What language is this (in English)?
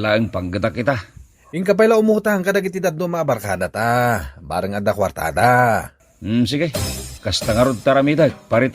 Iloko